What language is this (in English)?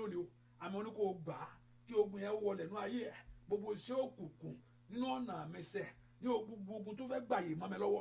Yoruba